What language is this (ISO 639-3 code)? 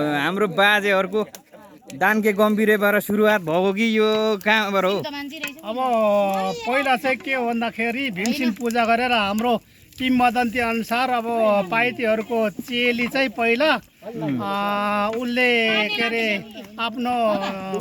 nep